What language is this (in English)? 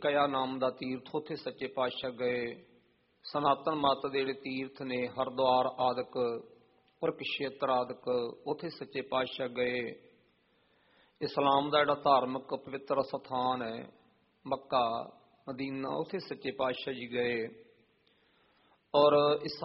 Punjabi